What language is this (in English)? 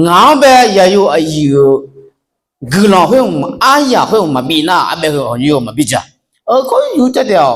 Akha